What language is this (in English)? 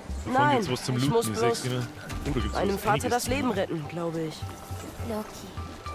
Bavarian